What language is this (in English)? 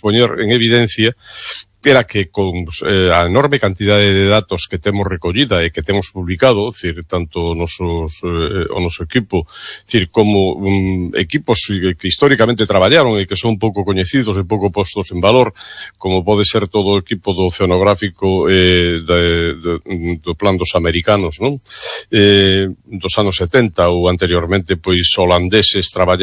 Galician